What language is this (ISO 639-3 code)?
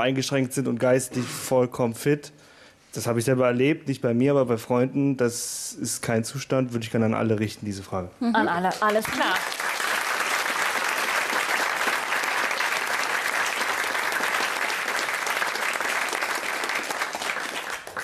deu